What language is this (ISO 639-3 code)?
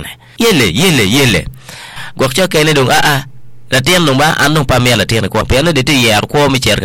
ach